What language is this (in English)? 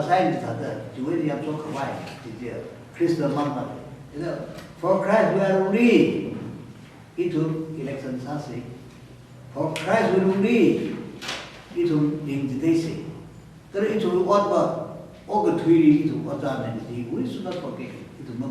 Tangkhul Naga (India)